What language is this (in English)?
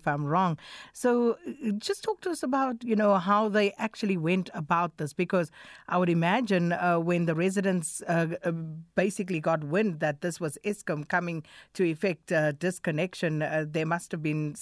English